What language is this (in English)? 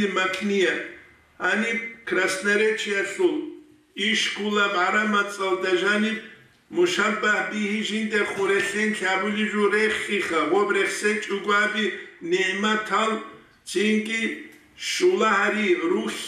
Avaric